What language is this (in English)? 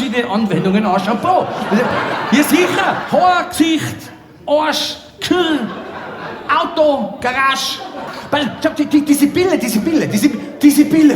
Bavarian